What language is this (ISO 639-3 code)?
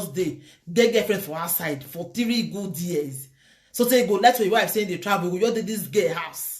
pcm